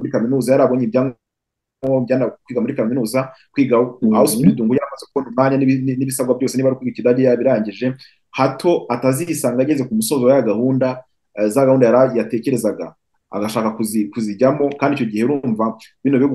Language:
Kinyarwanda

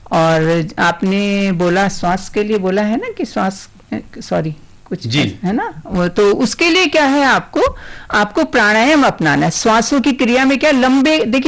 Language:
Hindi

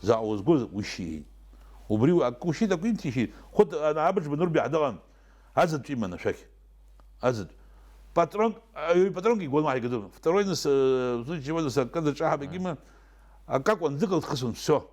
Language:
Abkhazian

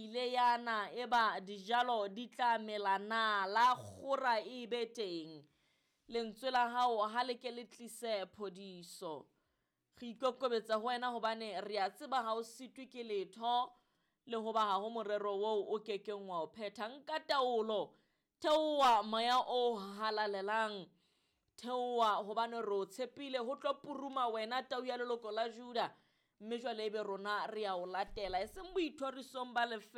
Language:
Southern Sotho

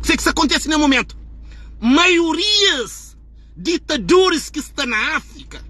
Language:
Kabuverdianu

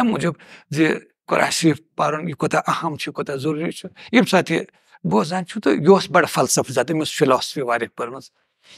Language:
Kashmiri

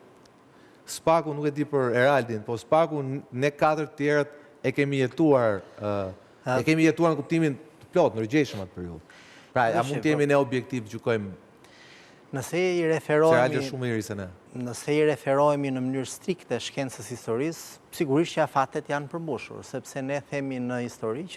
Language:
Albanian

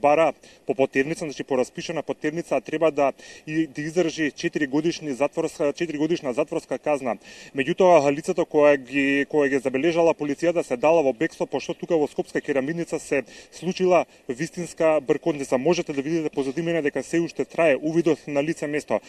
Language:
Macedonian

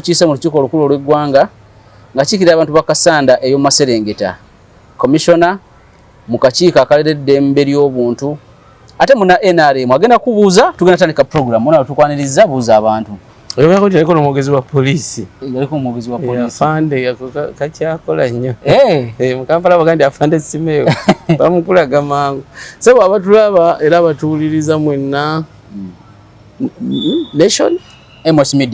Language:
Ganda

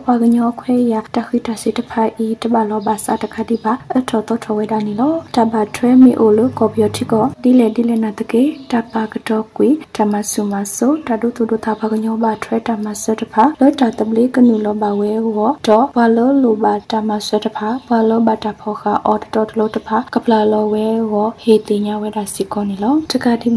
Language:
Burmese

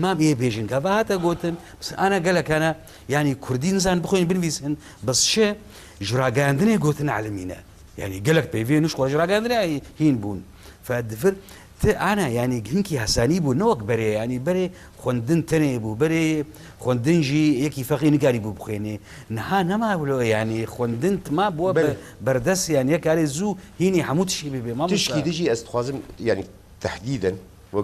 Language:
Kurdish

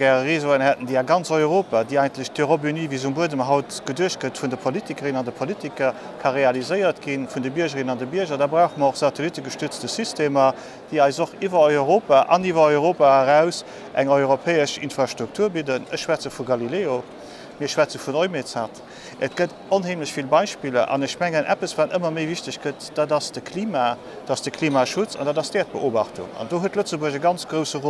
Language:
Luxembourgish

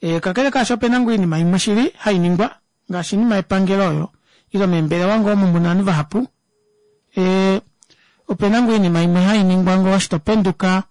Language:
Kuanyama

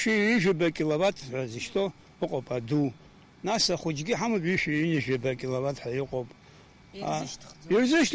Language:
Abkhazian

